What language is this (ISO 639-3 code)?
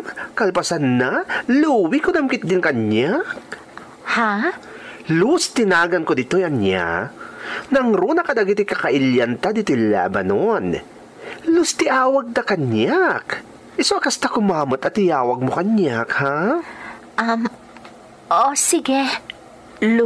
ilo